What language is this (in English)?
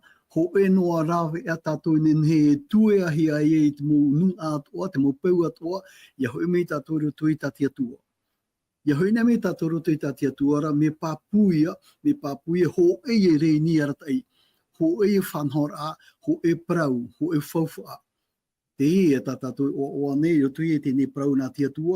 Tahitian